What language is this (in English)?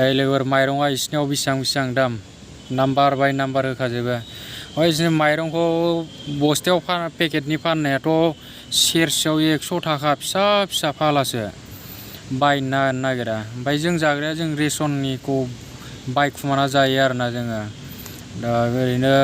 Bodo